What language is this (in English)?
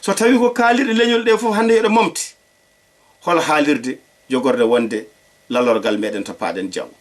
Fula